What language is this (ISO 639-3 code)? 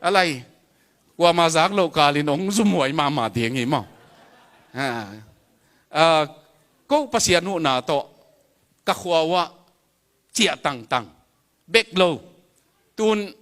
ctd